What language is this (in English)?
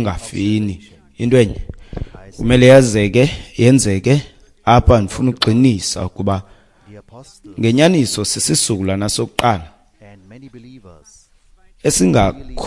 Xhosa